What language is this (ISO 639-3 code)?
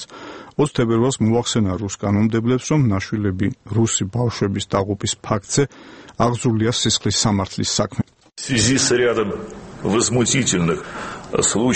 kat